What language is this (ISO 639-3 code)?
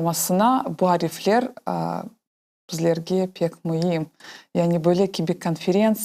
crh